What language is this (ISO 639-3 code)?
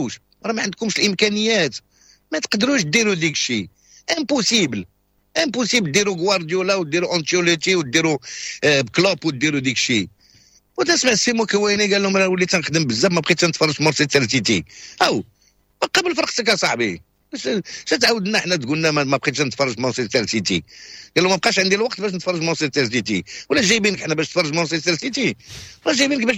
ary